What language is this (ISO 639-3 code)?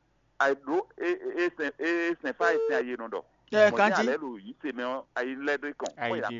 fon